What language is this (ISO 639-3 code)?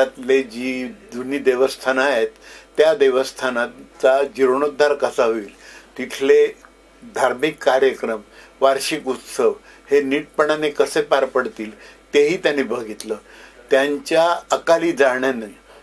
mar